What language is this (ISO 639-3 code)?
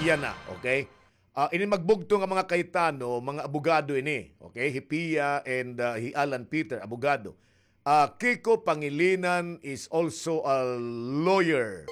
war